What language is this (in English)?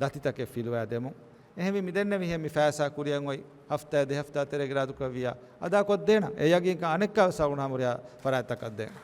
Divehi